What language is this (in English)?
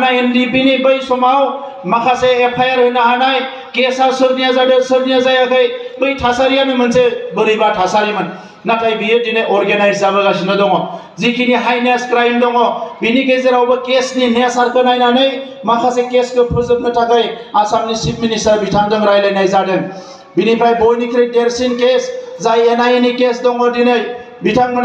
Bodo